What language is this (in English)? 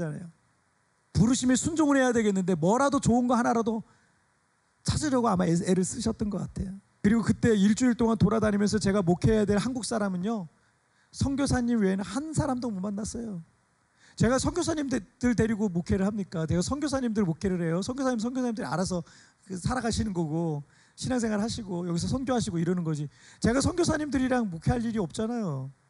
Korean